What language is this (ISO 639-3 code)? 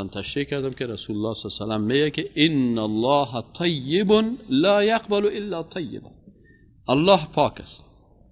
fas